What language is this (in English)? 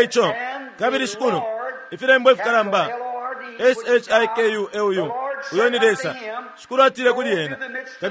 Bemba